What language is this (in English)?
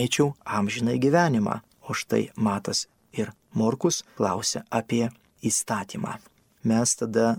Lithuanian